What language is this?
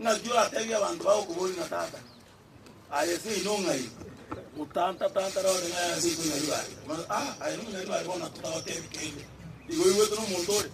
Gusii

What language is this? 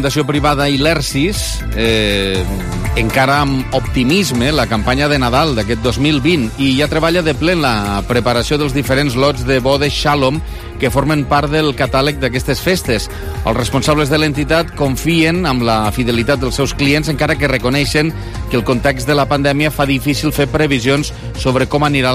Catalan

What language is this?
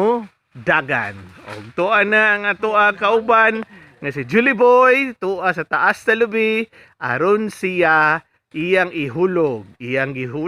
Cebuano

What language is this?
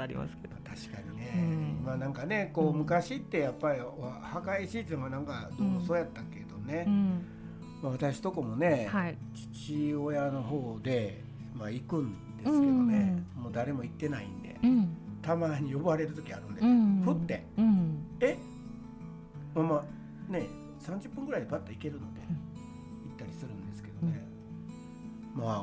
Japanese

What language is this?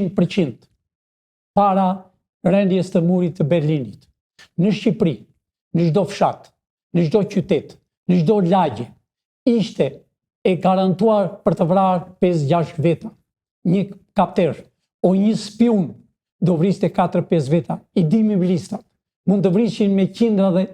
Albanian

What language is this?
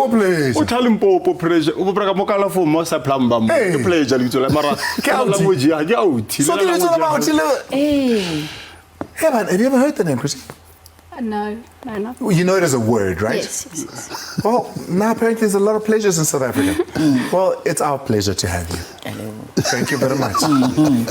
Northern Sotho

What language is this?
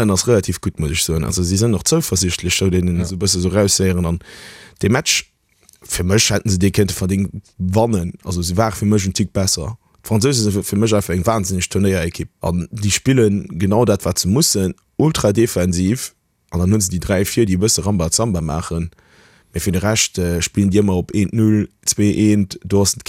Luxembourgish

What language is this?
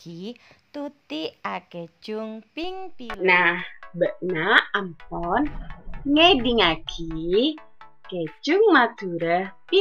Madurese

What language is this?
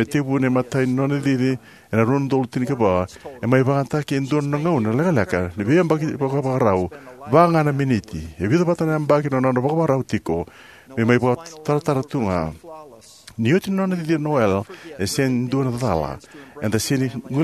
Fijian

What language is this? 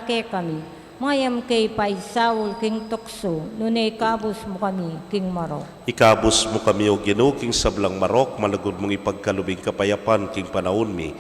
Pampanga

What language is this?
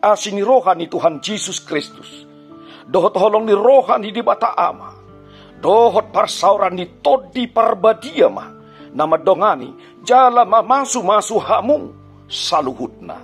Batak Toba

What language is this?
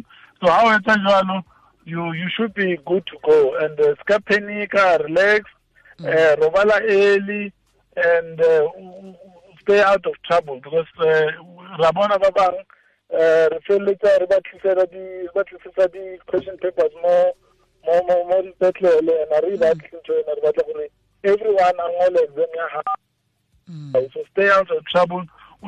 Tswana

